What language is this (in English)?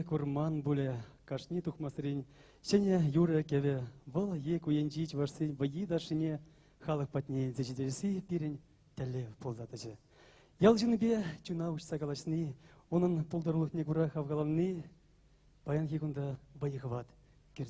Chuvash